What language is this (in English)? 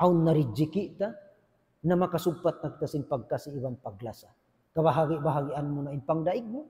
Tausug